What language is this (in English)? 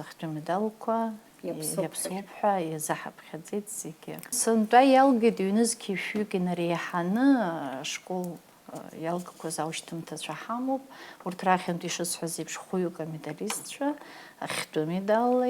Abkhazian